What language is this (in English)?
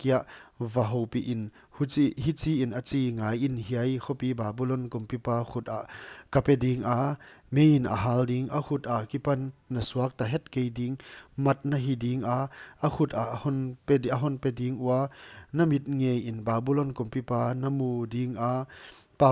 Paite Chin